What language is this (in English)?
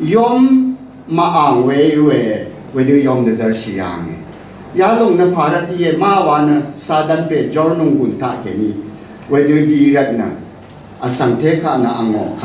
Rawang